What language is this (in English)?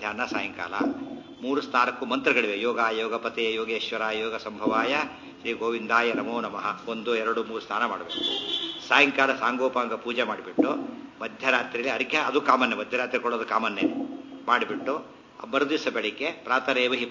Kannada